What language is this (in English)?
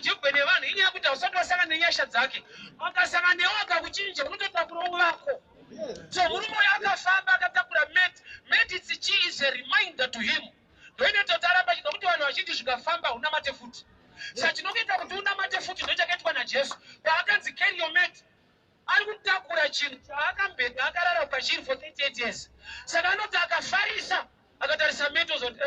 Shona